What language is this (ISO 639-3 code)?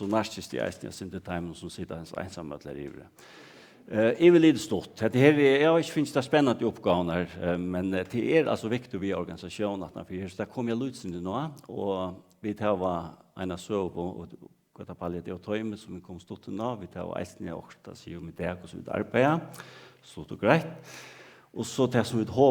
fao